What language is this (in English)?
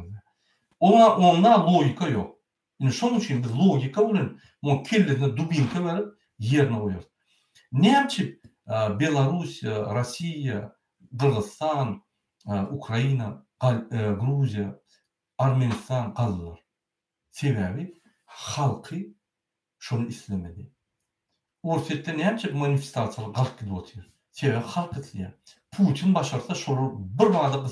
Turkmen